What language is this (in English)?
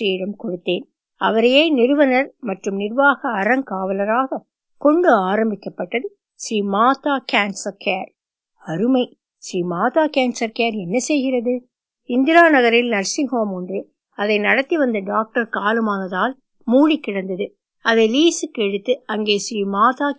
Tamil